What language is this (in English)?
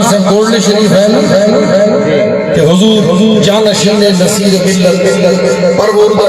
Saraiki